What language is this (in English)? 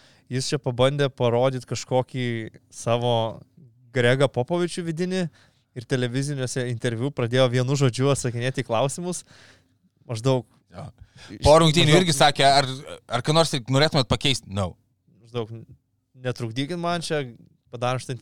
Lithuanian